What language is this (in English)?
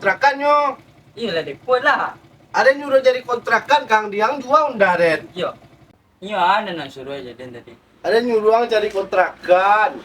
Minangkabau